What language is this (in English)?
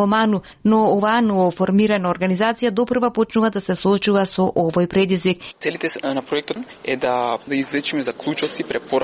Macedonian